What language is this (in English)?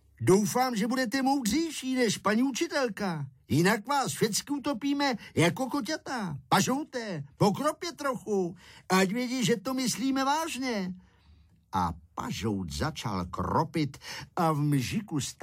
Czech